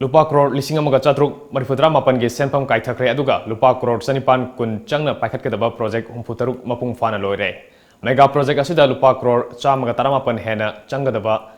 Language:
Manipuri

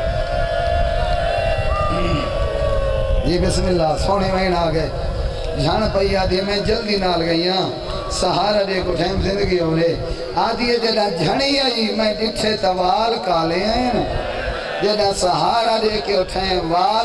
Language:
Saraiki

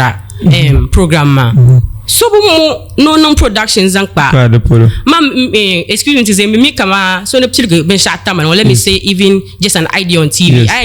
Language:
Dagbani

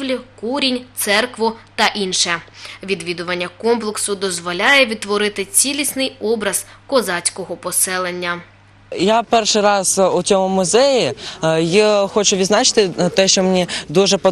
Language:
Ukrainian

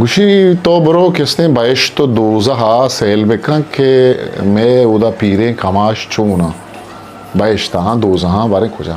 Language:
Eastern Balochi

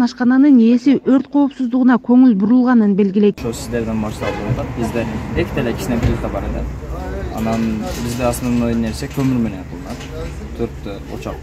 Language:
Kyrgyz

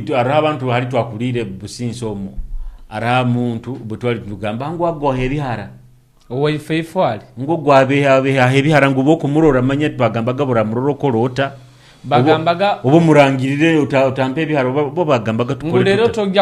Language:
Nyoro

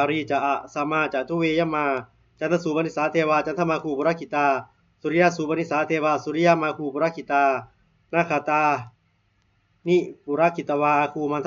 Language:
Pali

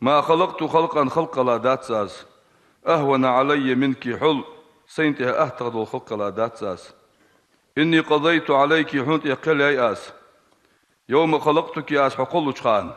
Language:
Ingush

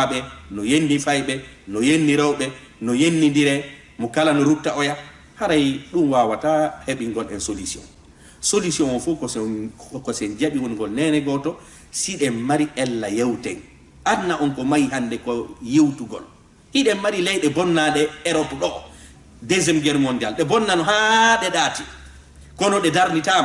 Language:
Fula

